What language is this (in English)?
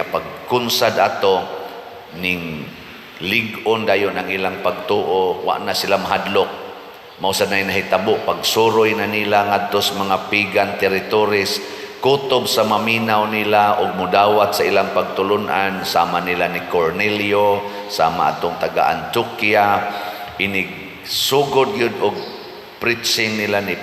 Cebuano